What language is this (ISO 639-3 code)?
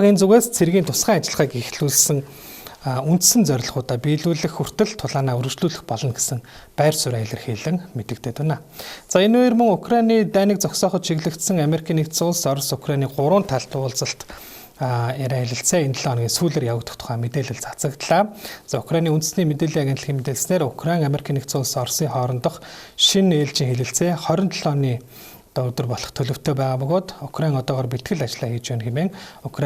mon